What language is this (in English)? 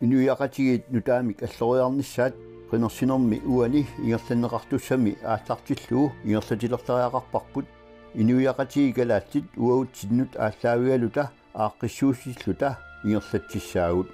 Kalaallisut